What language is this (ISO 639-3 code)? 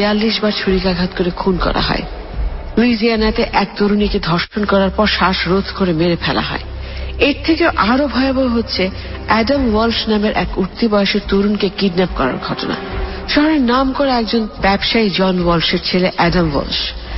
ben